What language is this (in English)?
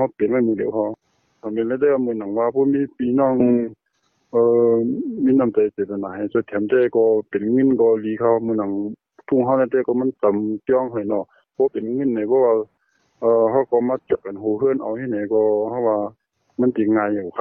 Thai